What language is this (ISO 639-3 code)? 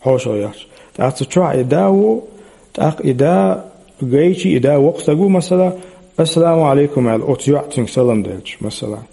che